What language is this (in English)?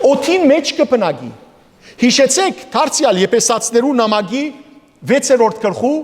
Western Armenian